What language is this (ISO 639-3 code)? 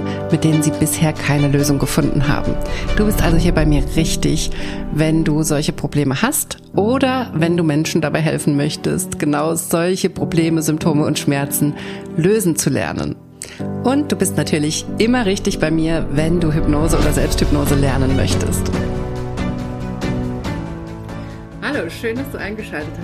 deu